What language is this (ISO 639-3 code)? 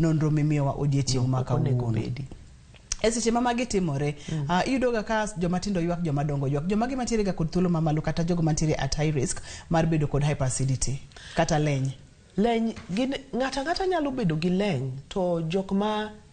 luo